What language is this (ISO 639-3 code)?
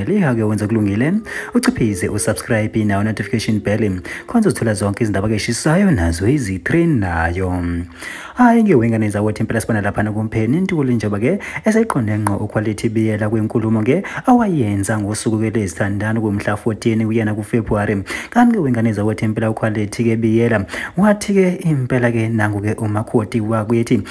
zul